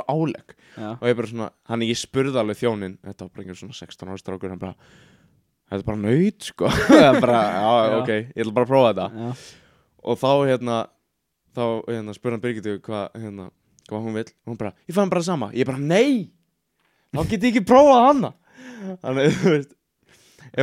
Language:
Icelandic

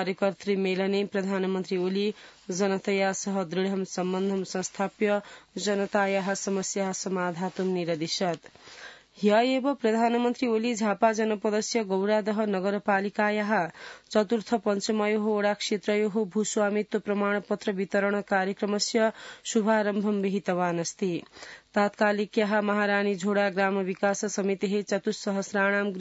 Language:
Sanskrit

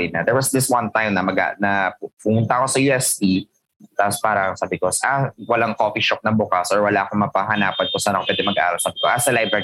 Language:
Filipino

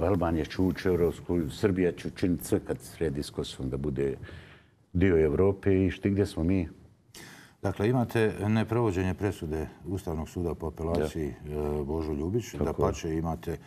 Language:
Bosnian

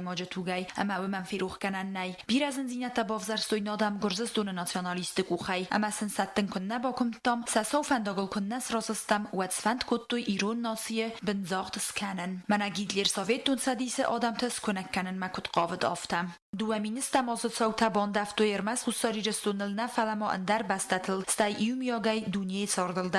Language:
Ossetic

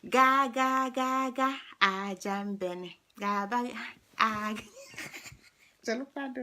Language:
Igbo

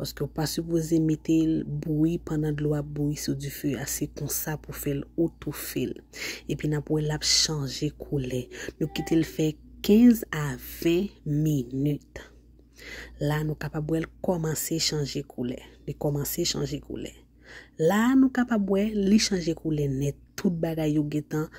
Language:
Haitian Creole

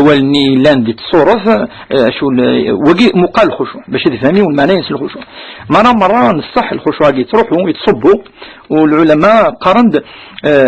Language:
Kabyle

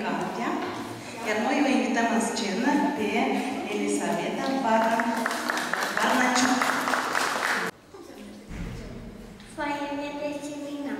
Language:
Romanian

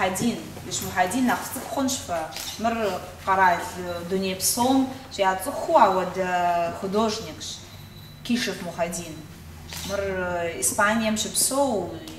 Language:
Kabardian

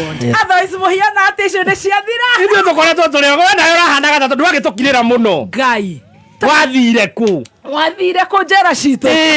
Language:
Kikuyu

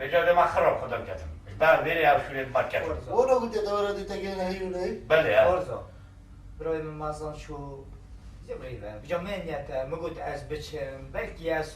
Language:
Kurdish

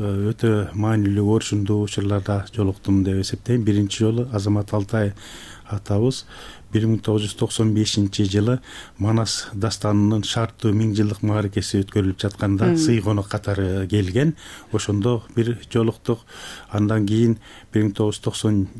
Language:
Kyrgyz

